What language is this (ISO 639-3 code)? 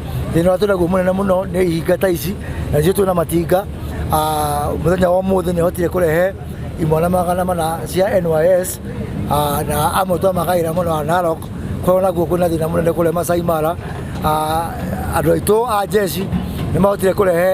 kik